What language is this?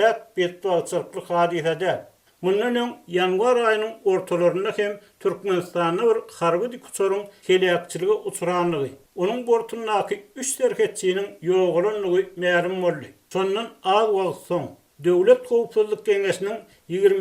Turkmen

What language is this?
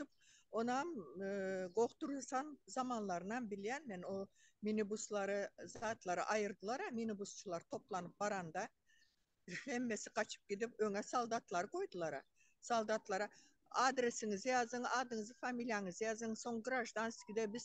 Turkmen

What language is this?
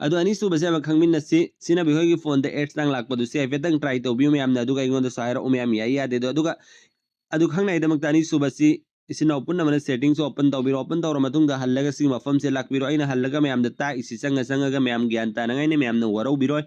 Manipuri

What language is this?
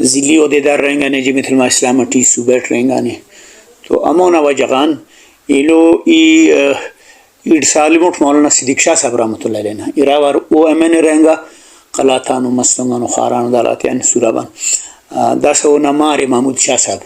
Brahui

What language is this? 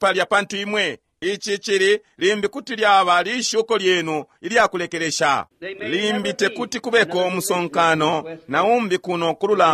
Bemba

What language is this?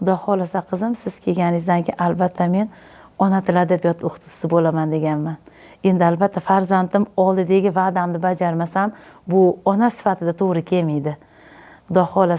Uzbek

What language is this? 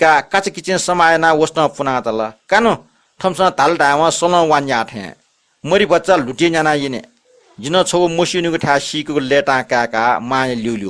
Newari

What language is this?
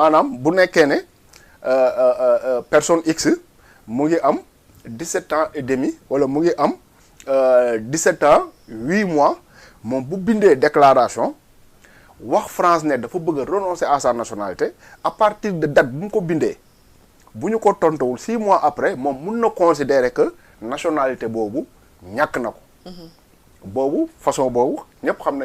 Wolof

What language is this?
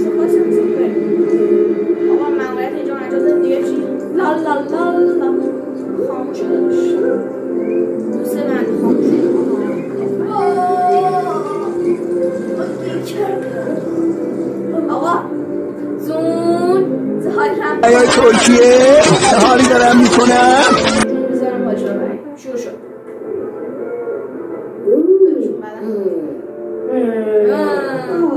Persian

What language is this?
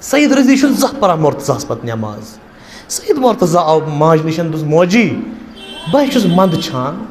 Kashmiri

